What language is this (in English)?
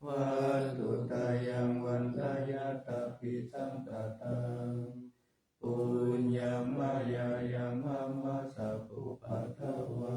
Pali